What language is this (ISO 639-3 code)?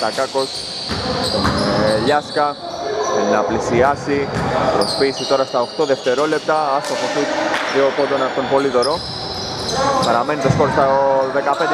ell